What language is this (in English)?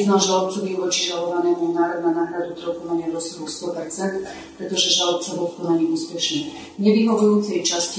Slovak